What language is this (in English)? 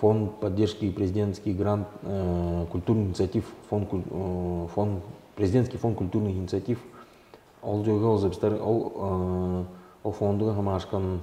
Tuvinian